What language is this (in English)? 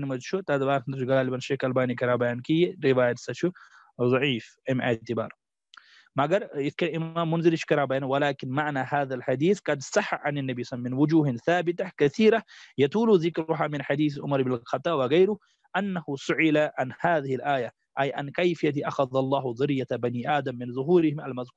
Kashmiri